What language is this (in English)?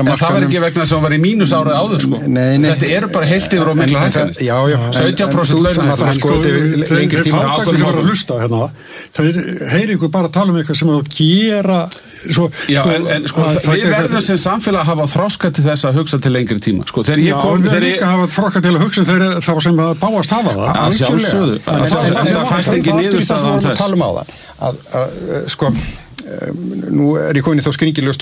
Icelandic